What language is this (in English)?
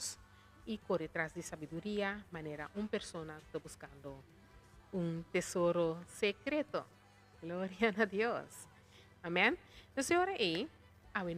Papiamento